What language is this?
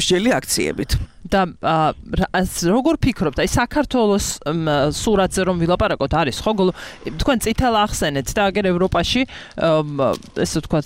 Georgian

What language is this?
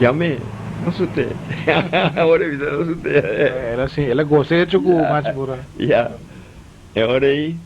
Papiamento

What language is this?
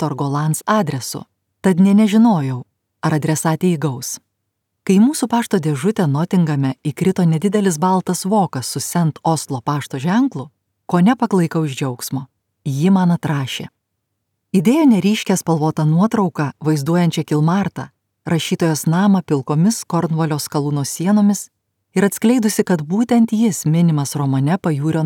Lithuanian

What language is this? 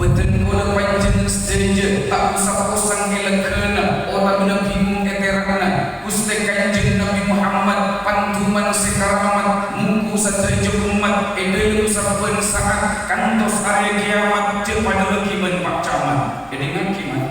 Madurese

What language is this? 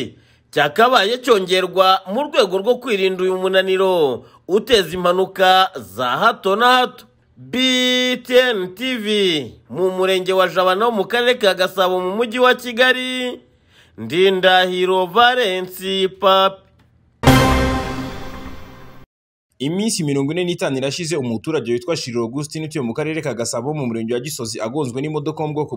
Kinyarwanda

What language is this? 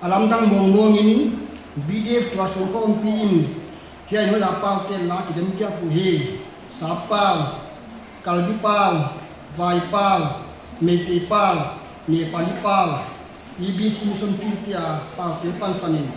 Paite Chin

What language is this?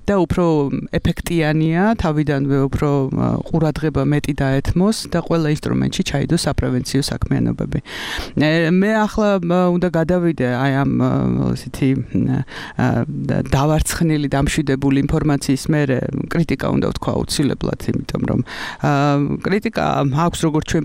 Georgian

